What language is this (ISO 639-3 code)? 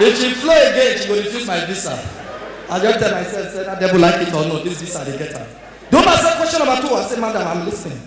pcm